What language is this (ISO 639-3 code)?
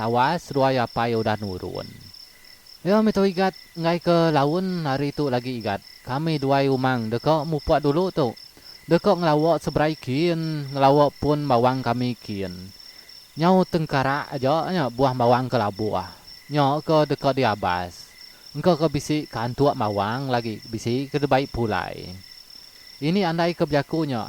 iba